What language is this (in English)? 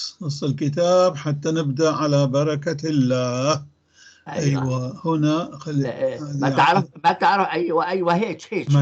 North Levantine Arabic